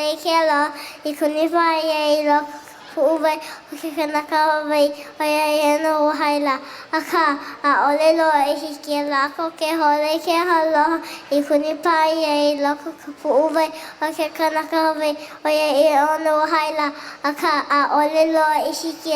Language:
Hawaiian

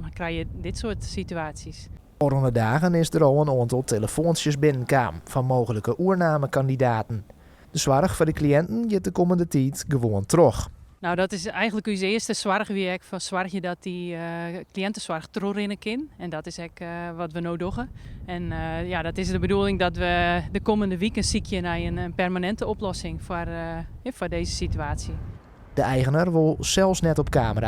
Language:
Western Frisian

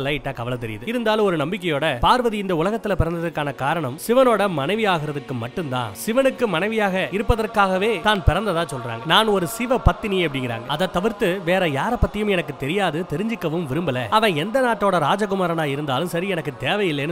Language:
Tamil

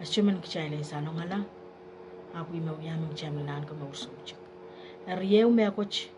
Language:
Pohnpeian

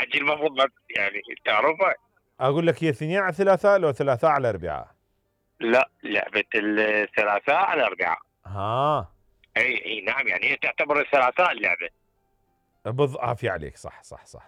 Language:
Mesopotamian Arabic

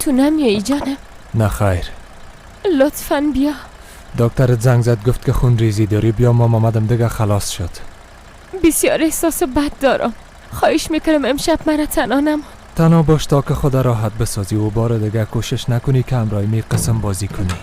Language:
Persian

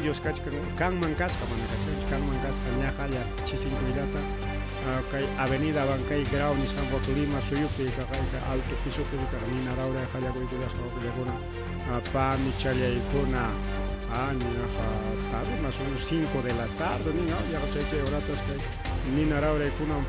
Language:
Ayacucho Quechua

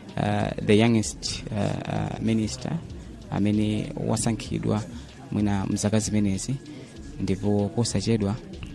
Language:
Nyanja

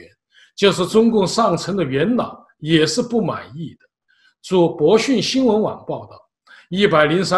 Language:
Chinese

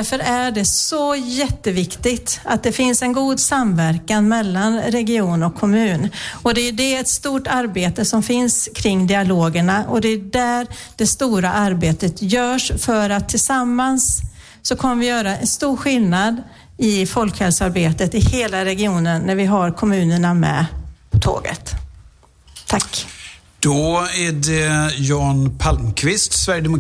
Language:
Swedish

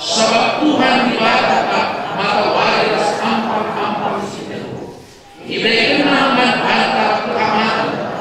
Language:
Batak Karo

